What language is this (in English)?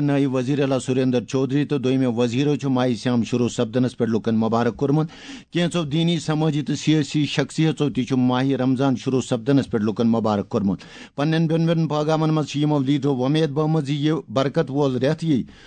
Kashmiri